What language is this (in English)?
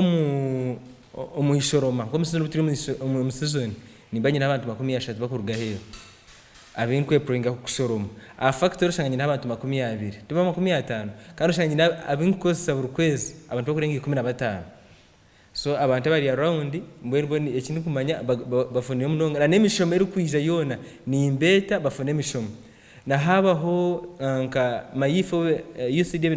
Nyankole